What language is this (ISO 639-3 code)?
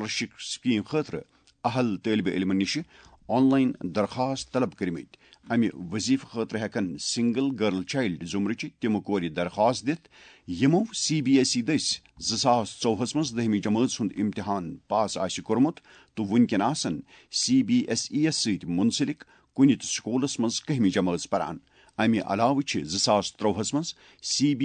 kas